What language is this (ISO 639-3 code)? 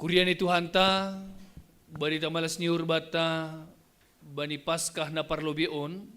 bts